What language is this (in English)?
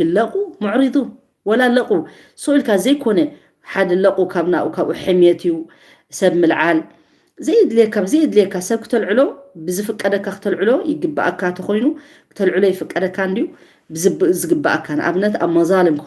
Tigrinya